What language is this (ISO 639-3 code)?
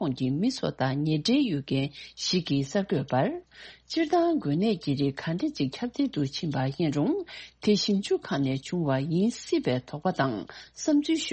bod